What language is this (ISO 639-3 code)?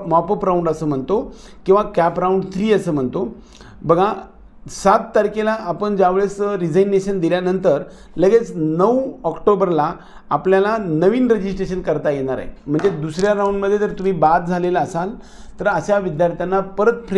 mar